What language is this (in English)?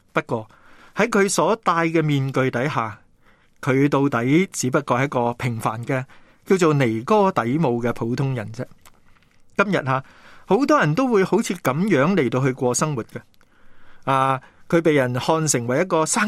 Cantonese